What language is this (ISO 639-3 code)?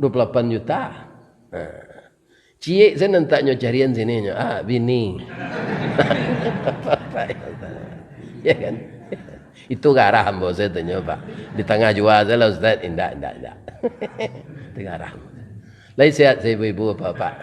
min